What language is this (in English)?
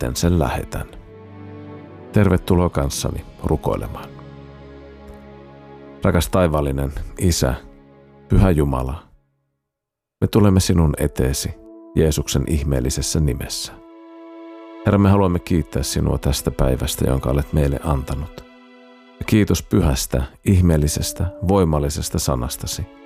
Finnish